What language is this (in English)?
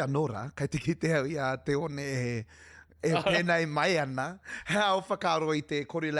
Māori